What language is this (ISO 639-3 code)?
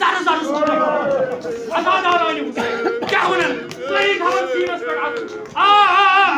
kas